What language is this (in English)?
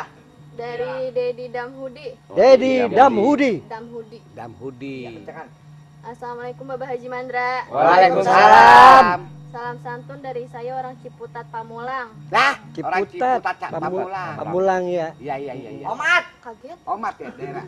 Betawi